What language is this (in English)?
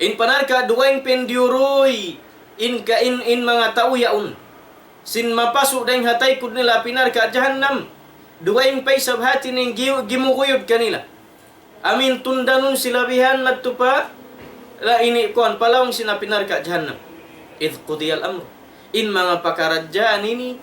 Tausug